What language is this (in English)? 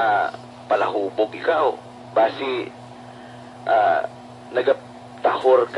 Hiligaynon